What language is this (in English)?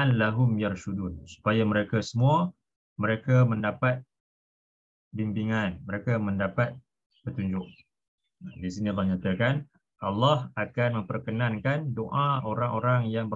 Malay